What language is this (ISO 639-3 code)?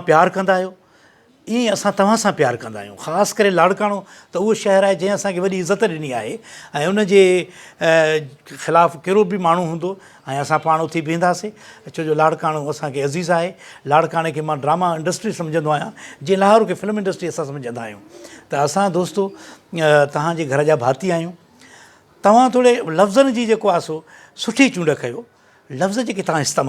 snd